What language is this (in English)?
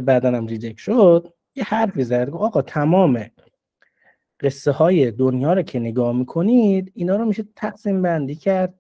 Persian